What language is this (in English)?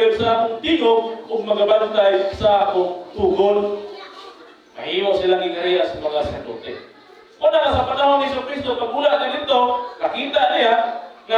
Cebuano